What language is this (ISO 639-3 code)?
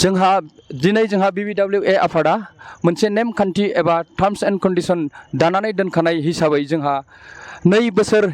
brx